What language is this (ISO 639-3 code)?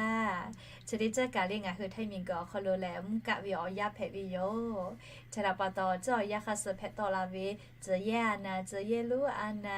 lhu